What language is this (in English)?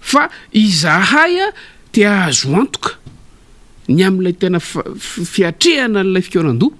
Malagasy